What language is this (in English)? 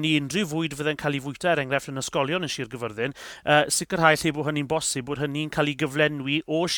Welsh